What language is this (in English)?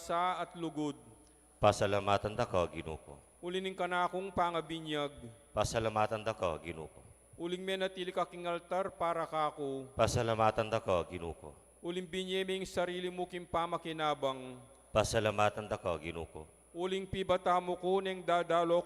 Pampanga